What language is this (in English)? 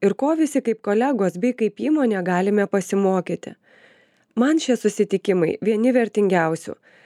Lithuanian